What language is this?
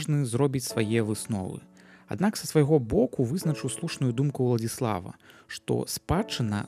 Belarusian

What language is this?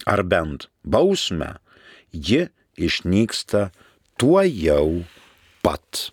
Lithuanian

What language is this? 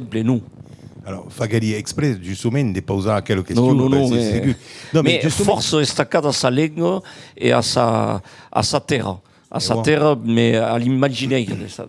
Occitan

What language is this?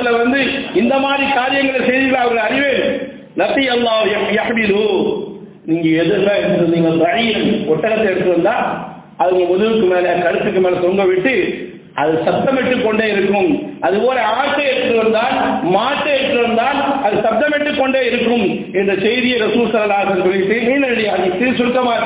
Tamil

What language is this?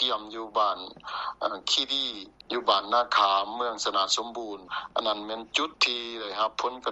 Lao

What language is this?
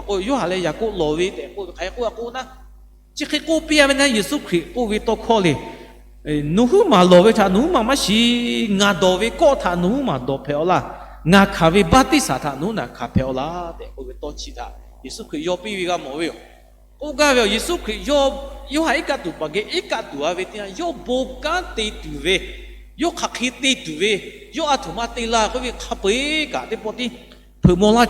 Lahu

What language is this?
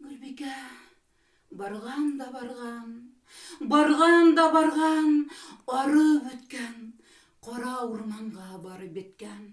Bashkir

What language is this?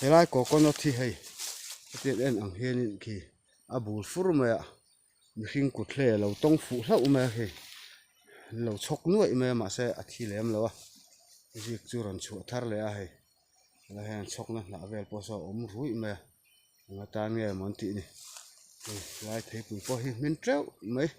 Mizo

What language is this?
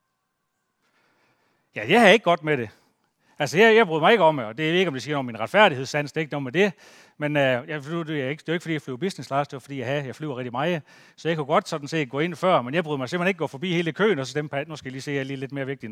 Danish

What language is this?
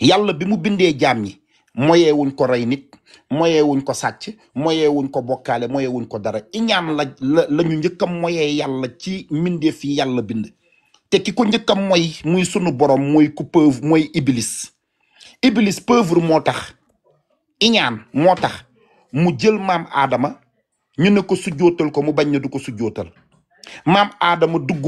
Wolof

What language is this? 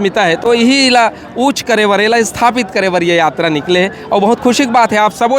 Chhattisgarhi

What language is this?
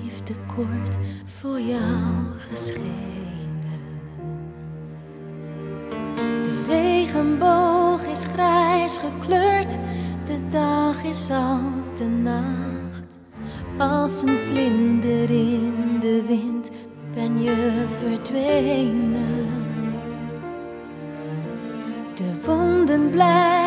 Dutch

